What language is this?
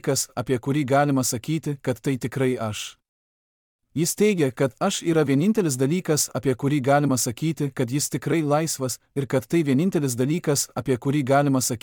Lithuanian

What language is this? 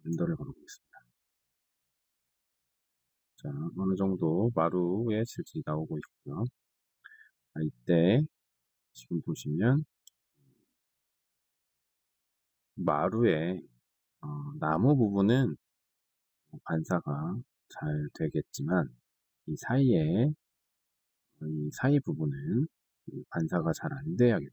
Korean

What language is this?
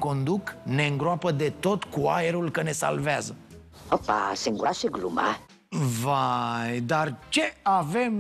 Romanian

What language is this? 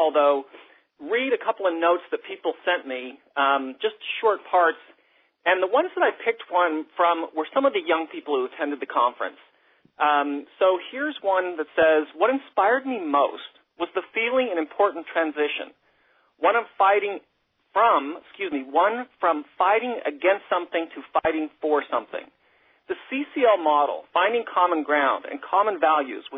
English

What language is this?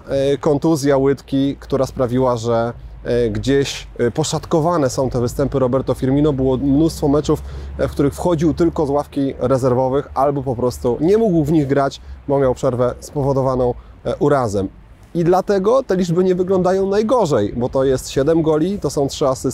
Polish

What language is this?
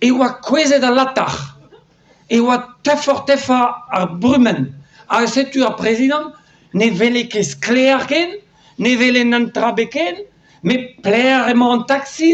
Breton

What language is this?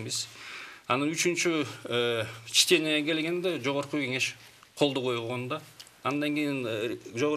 Kyrgyz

